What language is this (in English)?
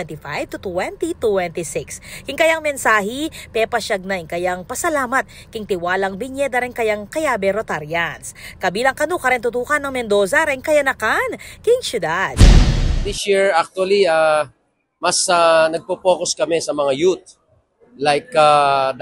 Pampanga